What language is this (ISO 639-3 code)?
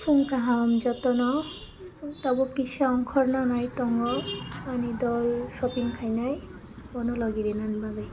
trp